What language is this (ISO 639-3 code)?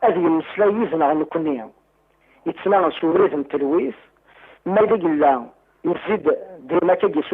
kab